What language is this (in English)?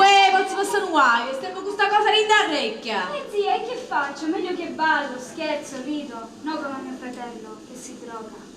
Neapolitan